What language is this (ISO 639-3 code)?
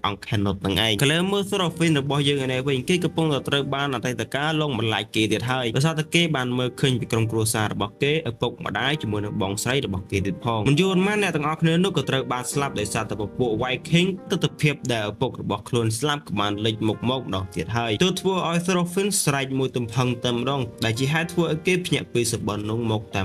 khm